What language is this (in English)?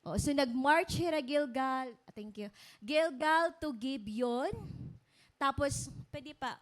Waray